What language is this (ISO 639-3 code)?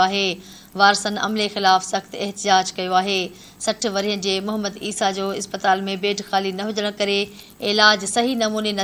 snd